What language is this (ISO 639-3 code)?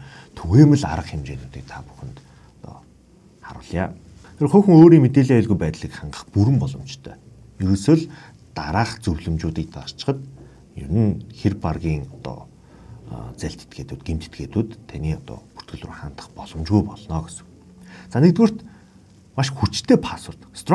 mon